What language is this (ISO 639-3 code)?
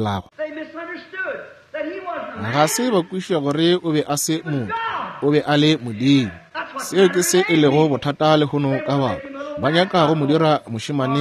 nso